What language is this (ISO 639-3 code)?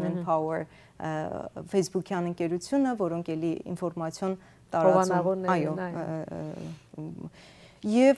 hyw